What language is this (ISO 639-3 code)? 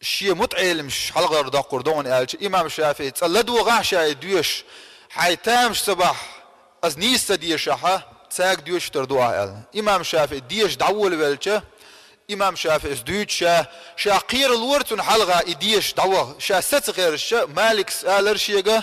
che